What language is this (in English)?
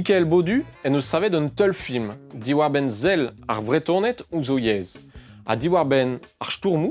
Breton